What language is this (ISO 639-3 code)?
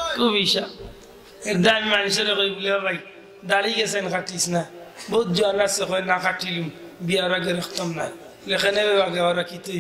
syl